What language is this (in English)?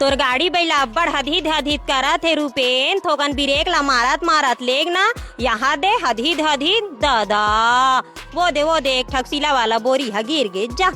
Chhattisgarhi